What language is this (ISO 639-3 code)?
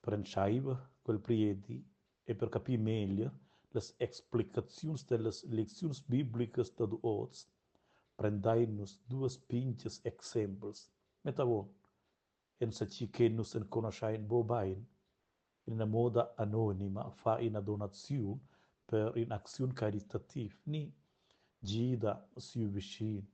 roh